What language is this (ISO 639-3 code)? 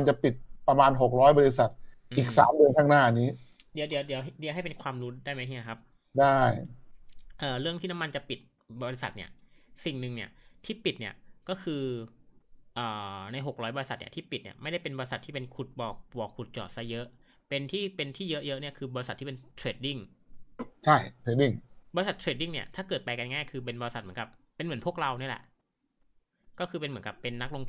tha